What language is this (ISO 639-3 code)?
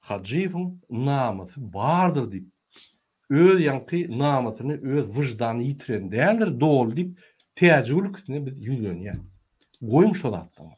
tuk